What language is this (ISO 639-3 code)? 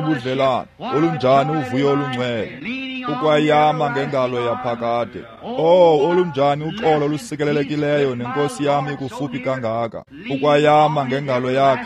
xho